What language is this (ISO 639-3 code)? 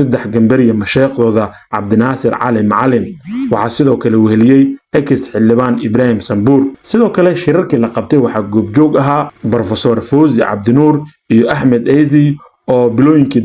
som